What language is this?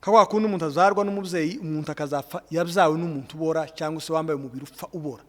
Kinyarwanda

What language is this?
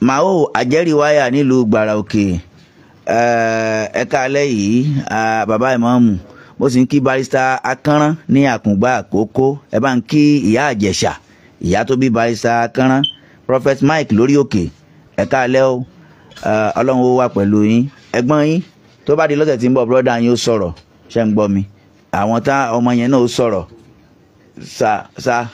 Yoruba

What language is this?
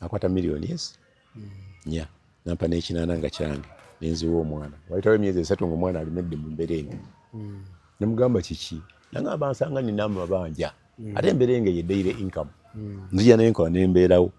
Ganda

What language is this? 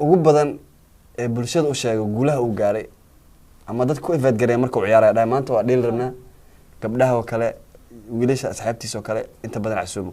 Somali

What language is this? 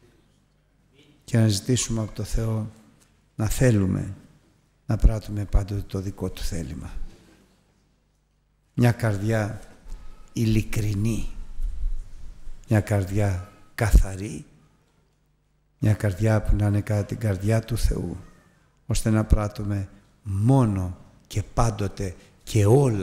Greek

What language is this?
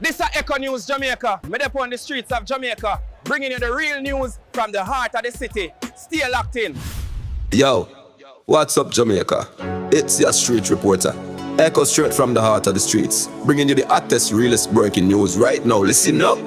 Jamaican Creole English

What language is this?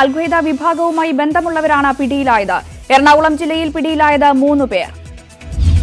Malayalam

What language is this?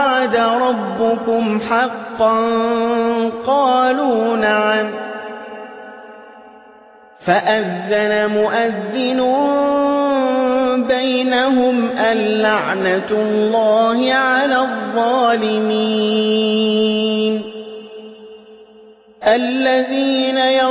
Arabic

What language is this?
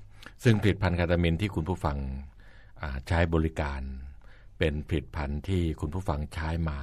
Thai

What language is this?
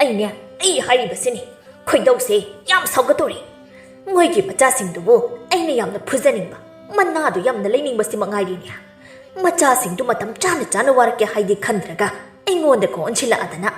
Manipuri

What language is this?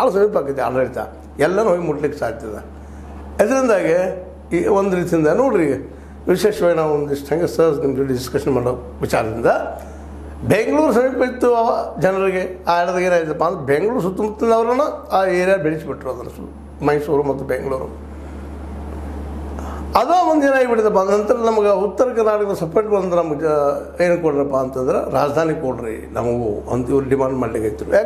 Kannada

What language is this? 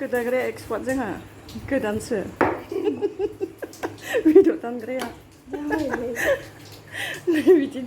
Bodo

